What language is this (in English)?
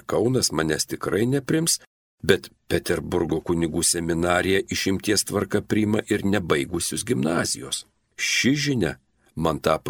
Lithuanian